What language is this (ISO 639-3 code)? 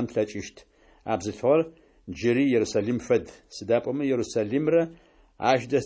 ady